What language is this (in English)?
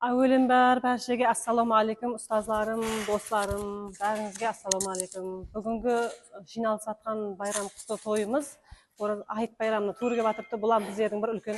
Kara-Kalpak